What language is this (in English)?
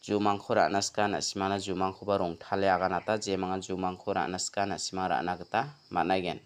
Garo